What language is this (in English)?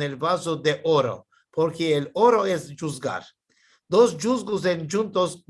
Ladino